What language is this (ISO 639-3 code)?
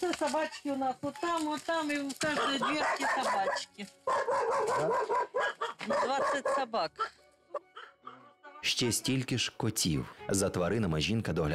ukr